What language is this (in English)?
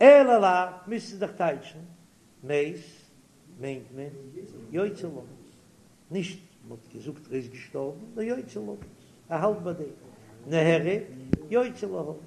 Yiddish